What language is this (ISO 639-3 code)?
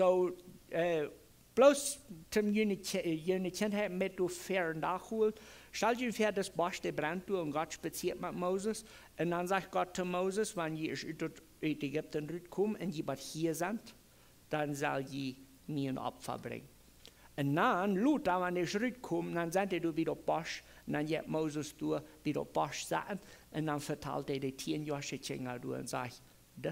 pdt